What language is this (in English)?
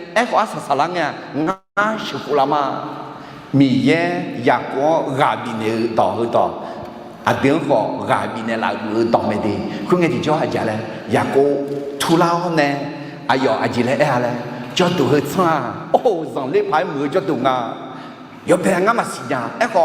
Akha